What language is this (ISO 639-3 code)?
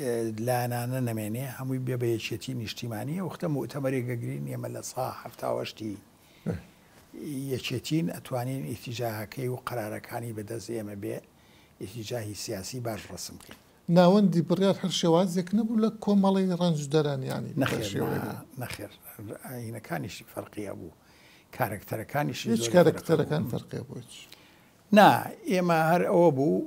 ckb